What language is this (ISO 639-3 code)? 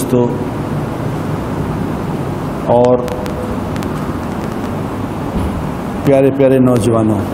urd